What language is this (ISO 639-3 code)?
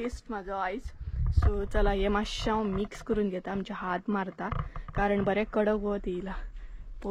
kok